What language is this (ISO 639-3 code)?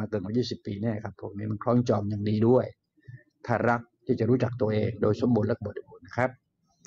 tha